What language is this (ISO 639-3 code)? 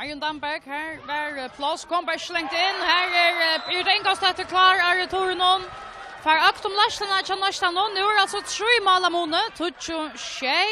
fao